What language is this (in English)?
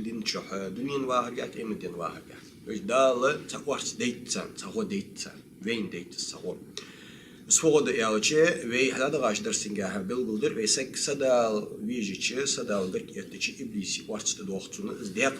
Ingush